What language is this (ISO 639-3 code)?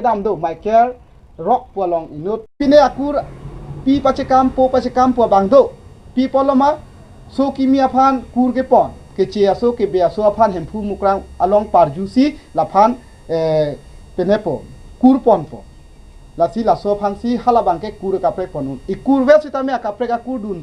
mjw